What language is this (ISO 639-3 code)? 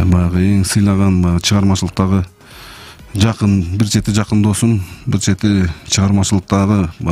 kir